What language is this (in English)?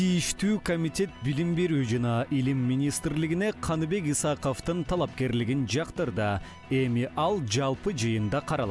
Kyrgyz